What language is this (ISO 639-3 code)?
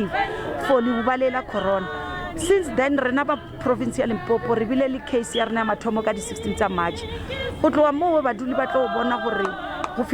nso